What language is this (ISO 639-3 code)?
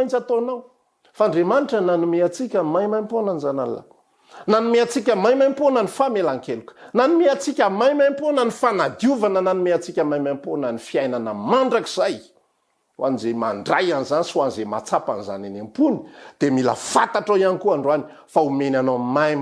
mlg